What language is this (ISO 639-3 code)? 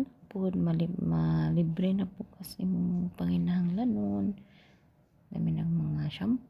ceb